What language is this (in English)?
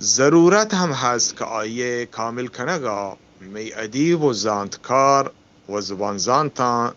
Eastern Balochi